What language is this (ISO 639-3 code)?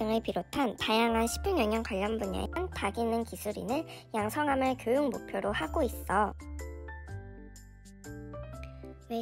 kor